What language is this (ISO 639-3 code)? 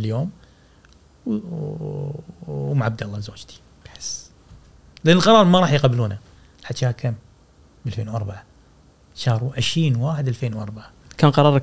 afb